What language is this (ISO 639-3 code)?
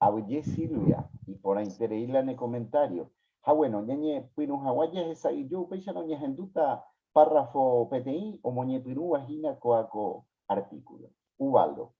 grn